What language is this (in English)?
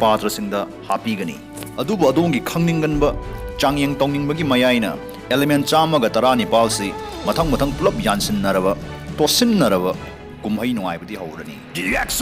Manipuri